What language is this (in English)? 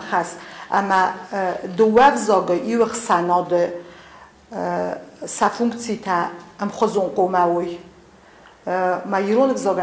Ossetic